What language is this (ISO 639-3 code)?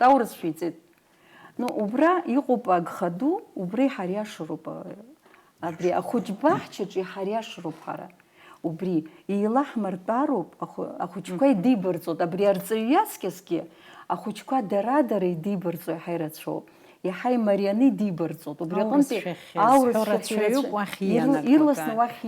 abk